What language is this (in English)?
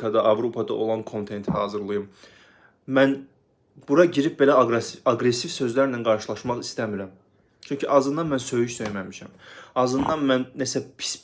Azerbaijani